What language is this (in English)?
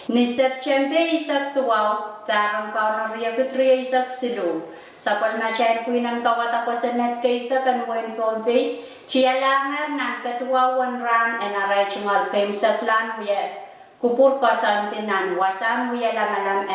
Pohnpeian